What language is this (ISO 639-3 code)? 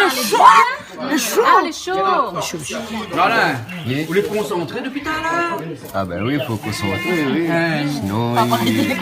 rcf